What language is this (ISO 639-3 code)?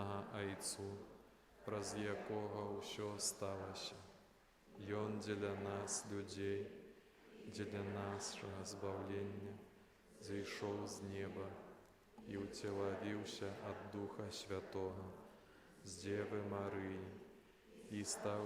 bel